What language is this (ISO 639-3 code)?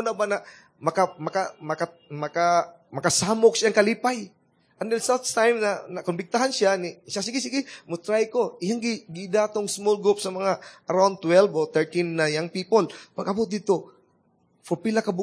ceb